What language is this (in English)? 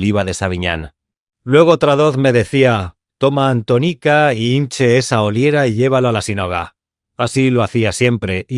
Ladino